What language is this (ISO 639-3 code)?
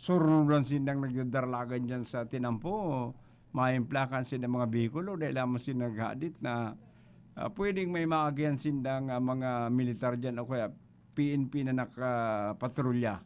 bik